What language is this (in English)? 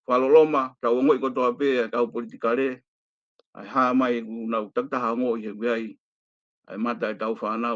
Tongan